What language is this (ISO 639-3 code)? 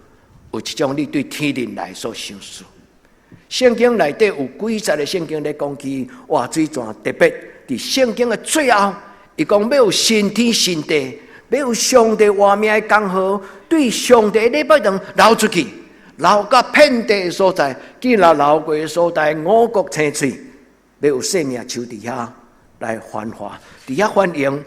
nan